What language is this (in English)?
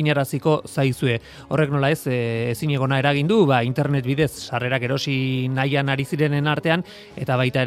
Basque